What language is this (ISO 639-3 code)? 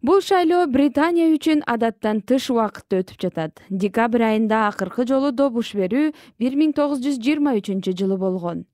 kir